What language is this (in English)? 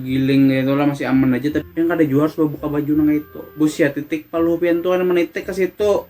Banjar